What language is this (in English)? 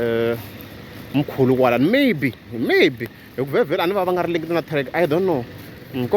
Tsonga